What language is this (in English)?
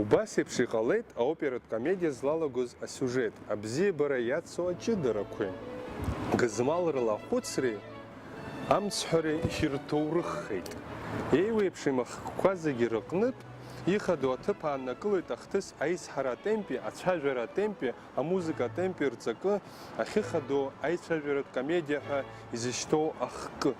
Abkhazian